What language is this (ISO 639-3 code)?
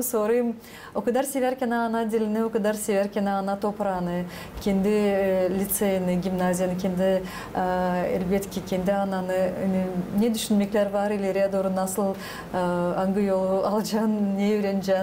gag